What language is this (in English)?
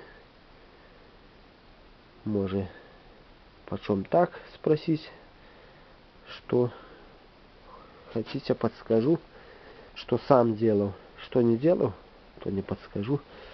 Russian